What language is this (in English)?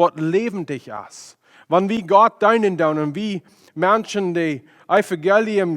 Plautdietsch